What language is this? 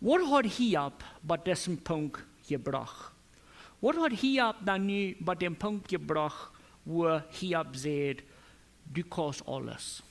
Plautdietsch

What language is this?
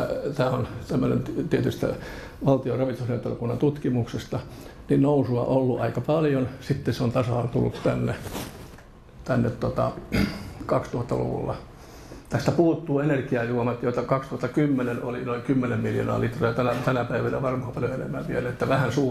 Finnish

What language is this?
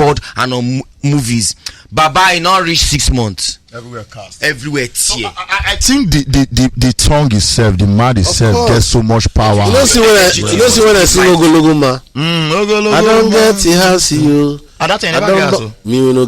Nigerian Pidgin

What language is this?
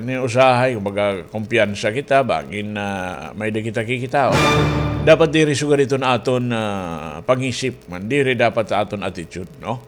Waray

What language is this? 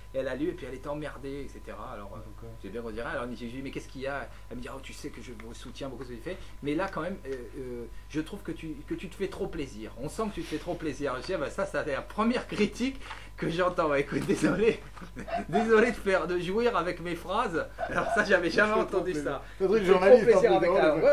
French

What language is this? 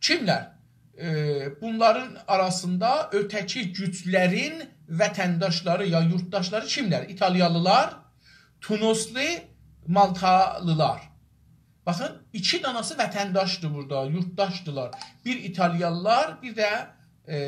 South Azerbaijani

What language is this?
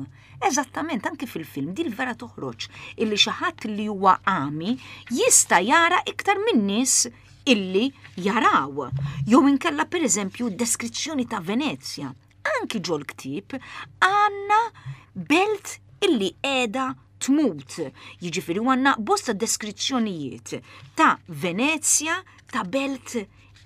Maltese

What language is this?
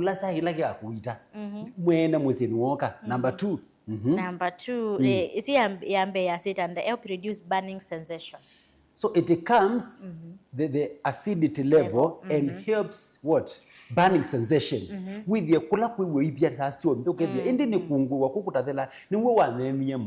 Kamba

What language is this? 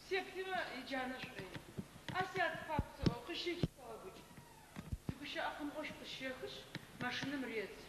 Adyghe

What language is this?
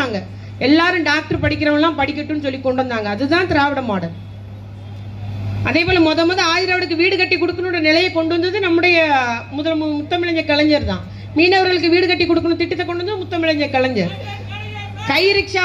Tamil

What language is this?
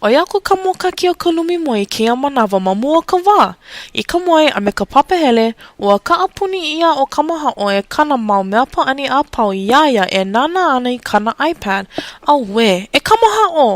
Hawaiian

